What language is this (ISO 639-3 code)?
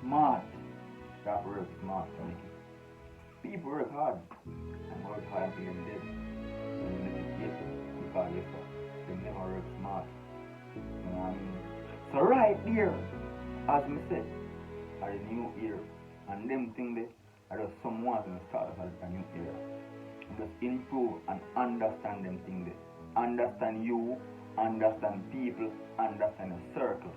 jam